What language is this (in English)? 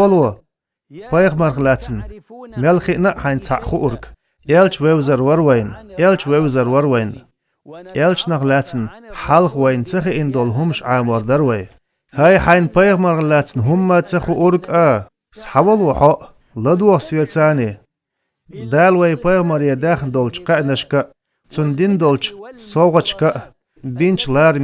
Chechen